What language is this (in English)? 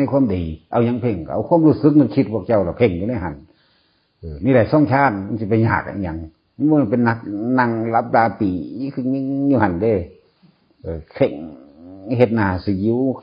Northeastern Thai